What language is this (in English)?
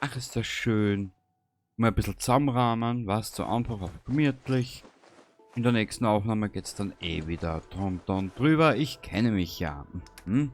Bavarian